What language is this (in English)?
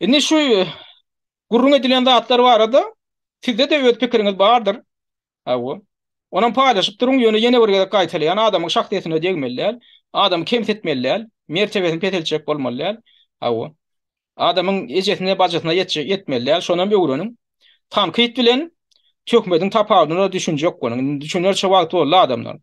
Turkmen